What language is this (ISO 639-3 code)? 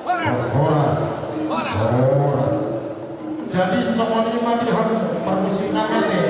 bbc